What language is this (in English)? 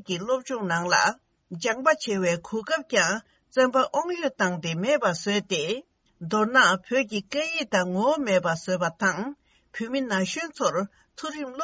Tibetan